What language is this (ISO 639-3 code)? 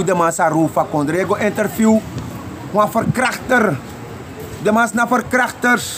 srn